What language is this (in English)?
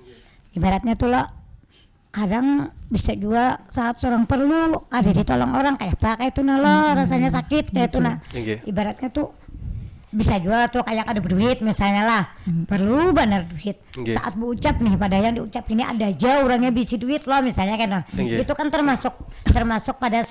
Banjar